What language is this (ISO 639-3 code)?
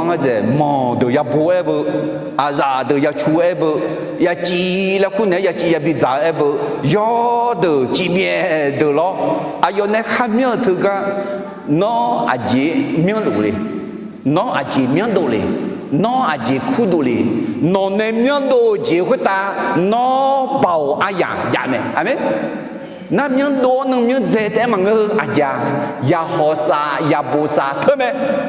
ahk